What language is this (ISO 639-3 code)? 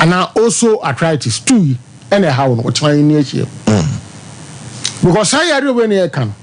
aka